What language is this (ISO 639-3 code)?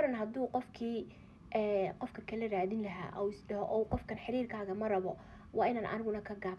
som